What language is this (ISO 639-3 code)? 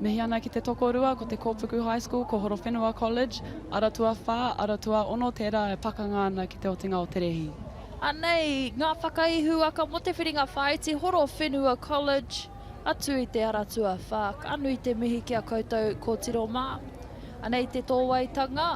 mri